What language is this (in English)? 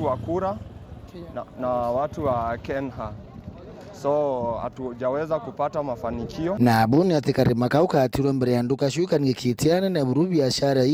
Meru